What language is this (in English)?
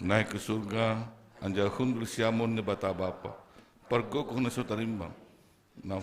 Batak Simalungun